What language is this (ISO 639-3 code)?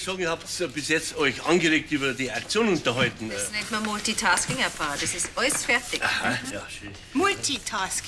bar